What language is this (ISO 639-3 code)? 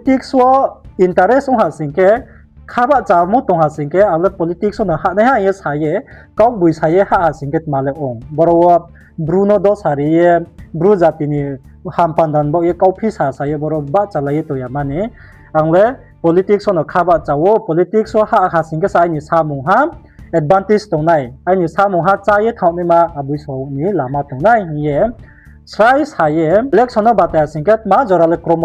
ria